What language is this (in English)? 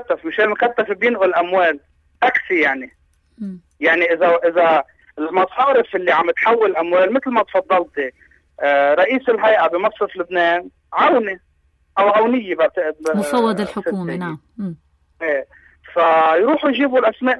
North Levantine Arabic